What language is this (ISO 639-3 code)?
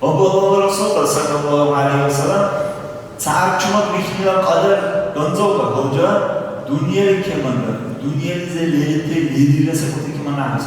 dar